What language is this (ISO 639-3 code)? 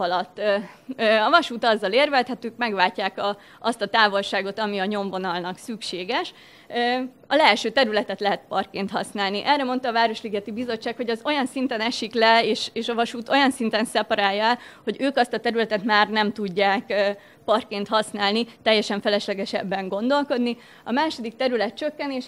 hun